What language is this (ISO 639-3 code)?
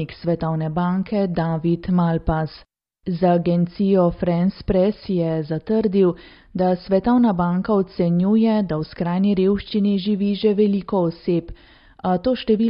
slv